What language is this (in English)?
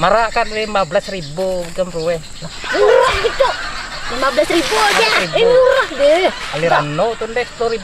Banjar